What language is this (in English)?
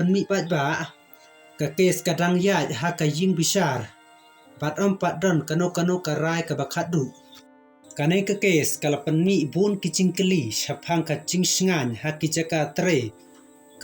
Khasi